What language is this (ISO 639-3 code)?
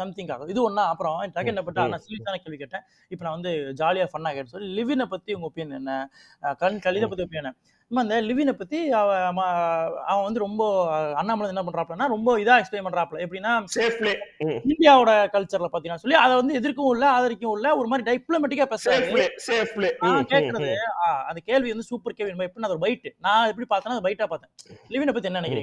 tam